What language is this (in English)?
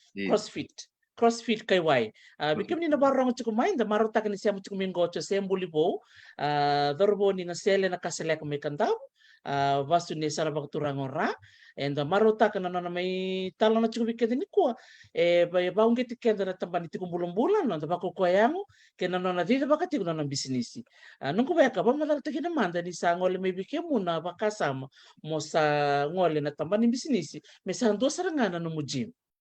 Fijian